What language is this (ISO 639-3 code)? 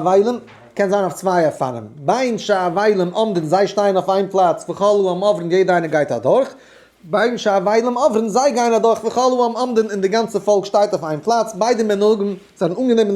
yid